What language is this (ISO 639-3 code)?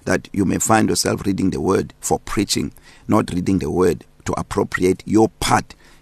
eng